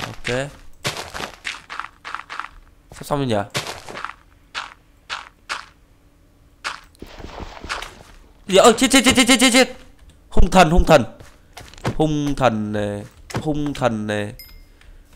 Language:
Vietnamese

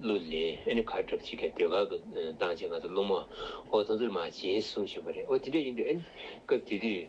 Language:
Tibetan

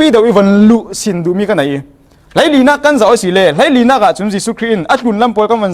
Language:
Falam Chin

